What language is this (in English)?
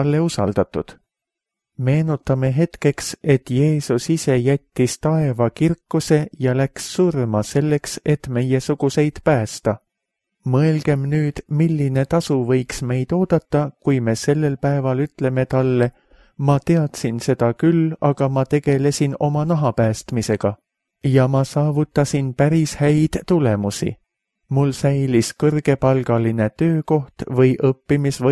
Estonian